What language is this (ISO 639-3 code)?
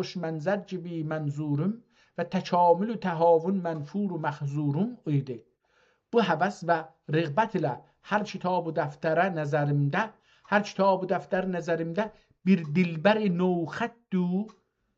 azb